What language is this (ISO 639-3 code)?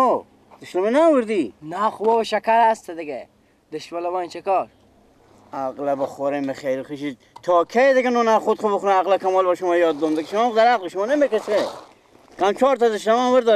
fas